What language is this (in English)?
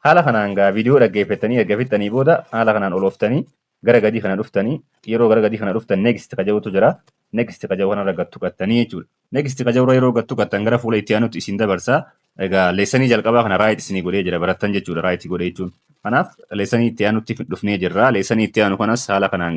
Oromo